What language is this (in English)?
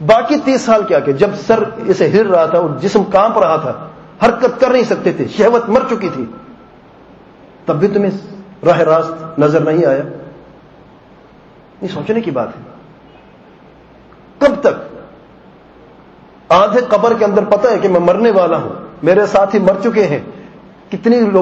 Urdu